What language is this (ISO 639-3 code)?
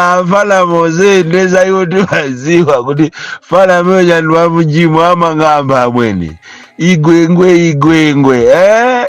nya